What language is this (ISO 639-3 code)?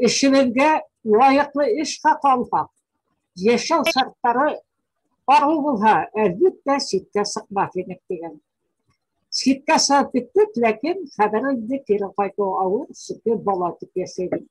bak